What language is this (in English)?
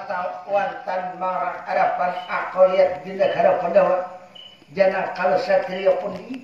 Banjar